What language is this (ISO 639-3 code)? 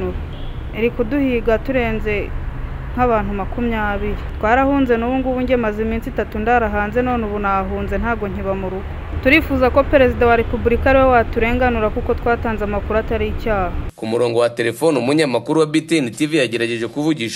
kin